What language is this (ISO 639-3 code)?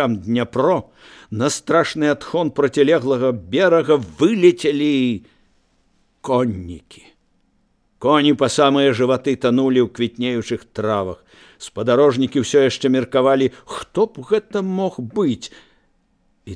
bel